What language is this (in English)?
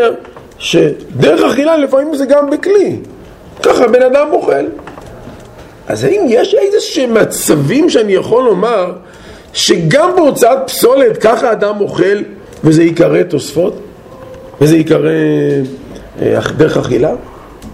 Hebrew